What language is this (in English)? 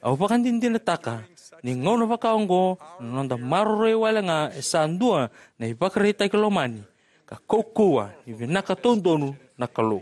Fijian